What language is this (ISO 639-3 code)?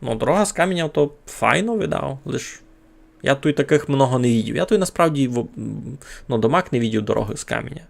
rue